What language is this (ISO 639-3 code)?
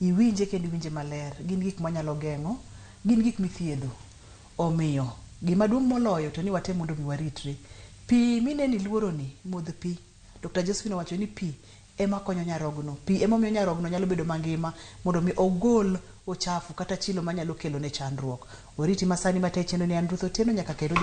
luo